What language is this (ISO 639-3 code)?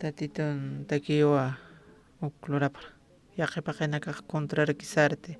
aym